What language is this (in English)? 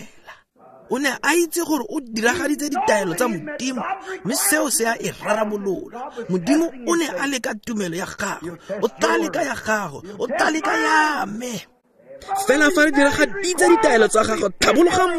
Tswana